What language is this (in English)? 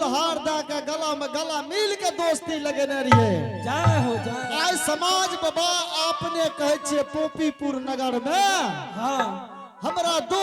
Angika